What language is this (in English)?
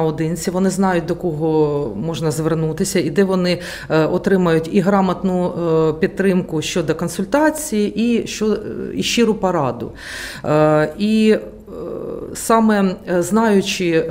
Ukrainian